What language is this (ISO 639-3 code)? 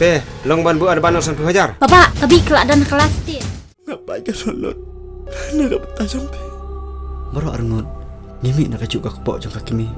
kha